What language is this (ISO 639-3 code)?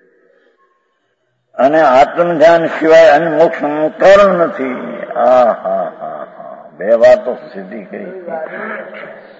guj